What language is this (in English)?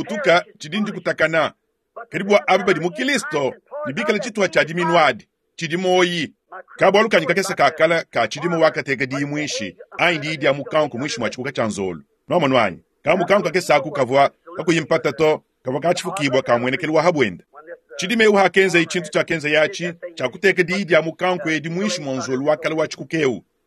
Luba-Lulua